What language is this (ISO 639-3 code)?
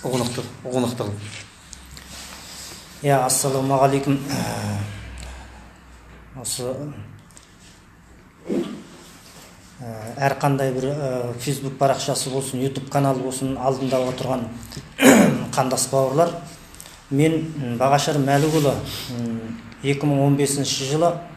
kaz